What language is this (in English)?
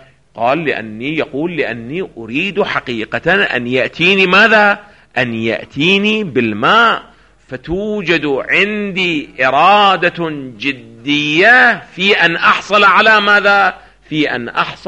Arabic